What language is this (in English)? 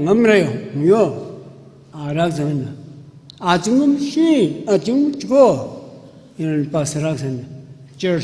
Tangkhul Naga (India)